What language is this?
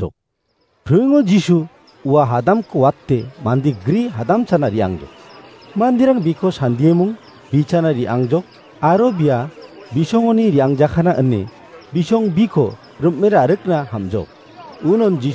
Garo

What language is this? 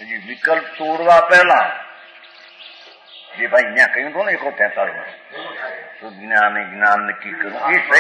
Gujarati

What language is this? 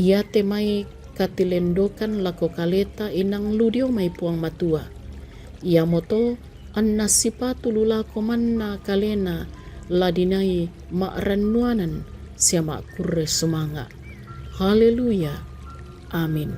Toraja-Sa'dan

